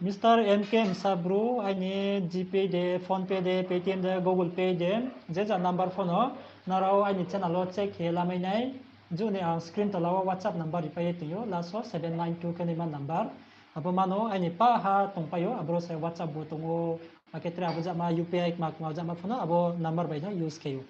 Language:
Riang (India)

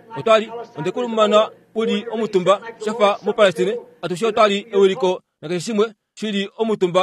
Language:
Kuanyama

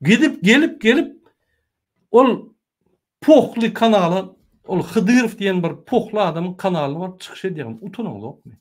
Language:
Turkmen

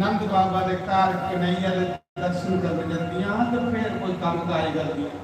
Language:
Dogri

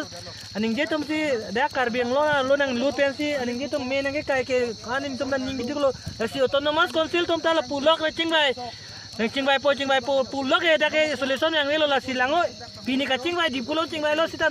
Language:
Karbi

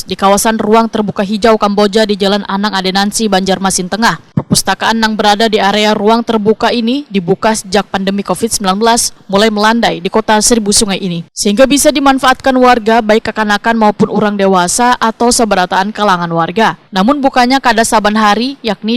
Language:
Banjar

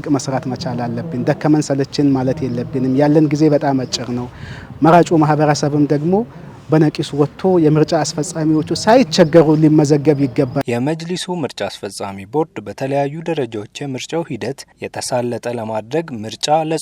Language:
Amharic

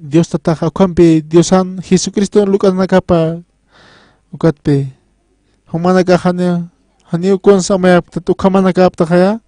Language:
Aymara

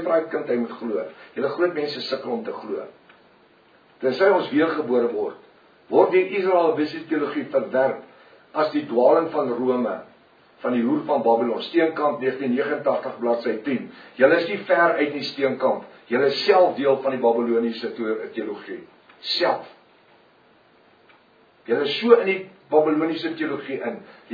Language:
Afrikaans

